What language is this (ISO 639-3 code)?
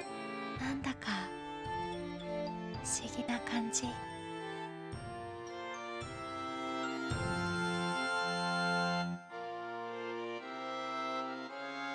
jpn